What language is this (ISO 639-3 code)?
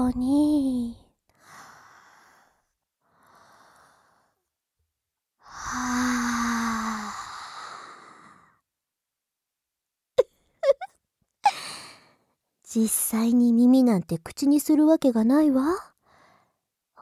jpn